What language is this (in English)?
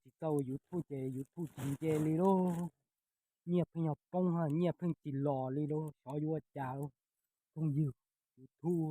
Hmong